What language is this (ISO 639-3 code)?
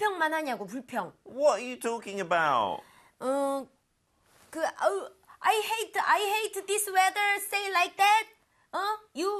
kor